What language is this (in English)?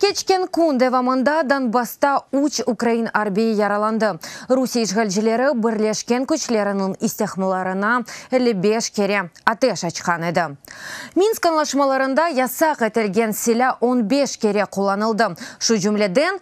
Crimean Tatar